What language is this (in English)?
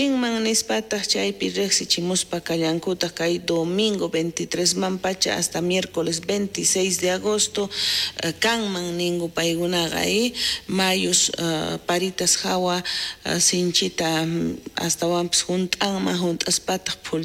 South Bolivian Quechua